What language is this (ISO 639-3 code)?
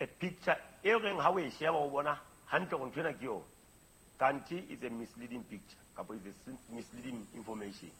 sot